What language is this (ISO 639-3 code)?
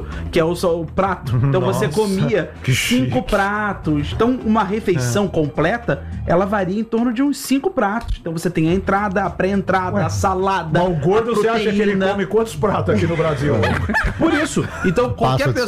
por